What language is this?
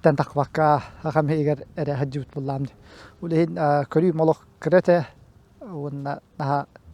Yakut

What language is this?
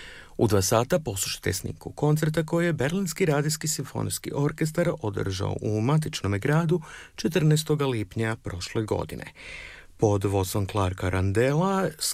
Croatian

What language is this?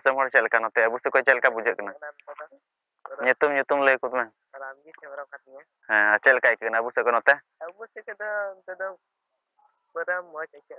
Santali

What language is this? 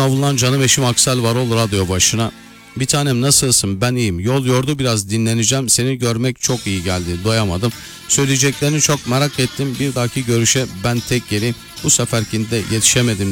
Turkish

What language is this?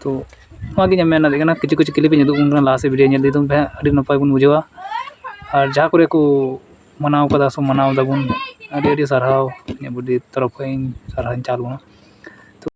Santali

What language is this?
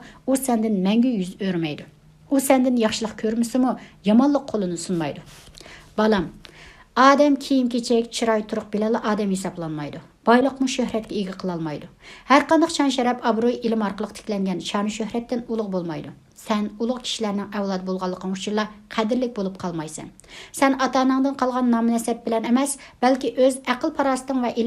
Uyghur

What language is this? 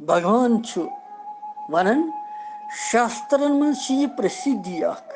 Kashmiri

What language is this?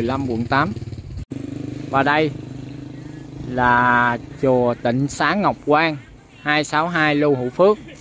Vietnamese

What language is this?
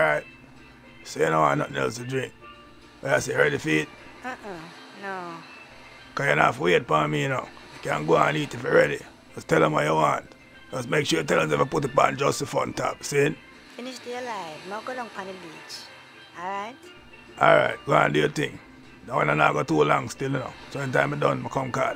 Jamaican Creole English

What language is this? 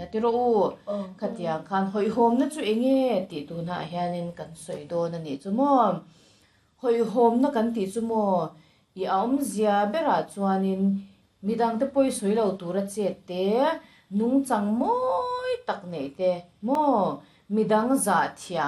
Mizo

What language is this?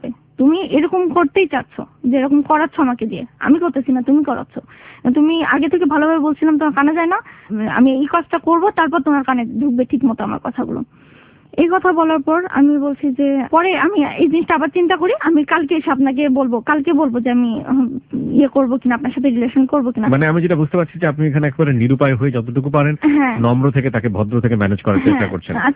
Bangla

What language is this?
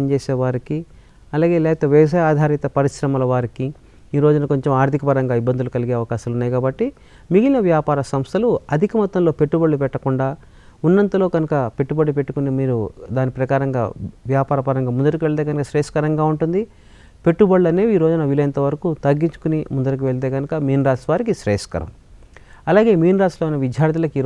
Telugu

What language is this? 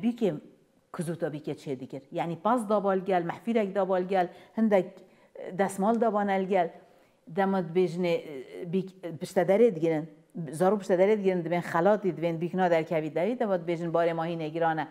Kurdish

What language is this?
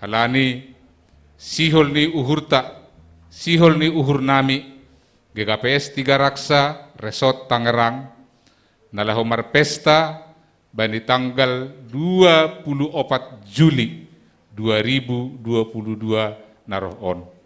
Batak Simalungun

